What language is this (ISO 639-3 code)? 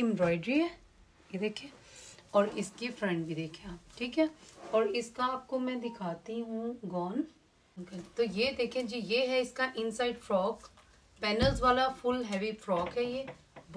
hin